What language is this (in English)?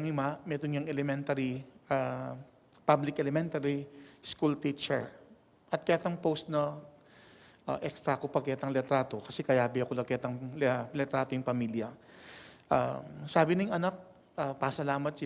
Pampanga